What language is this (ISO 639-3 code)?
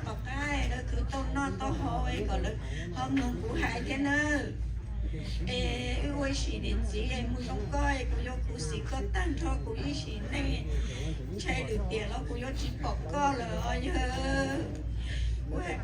hmn